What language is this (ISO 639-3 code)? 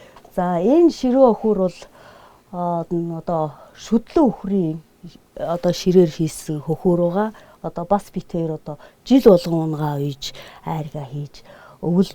mon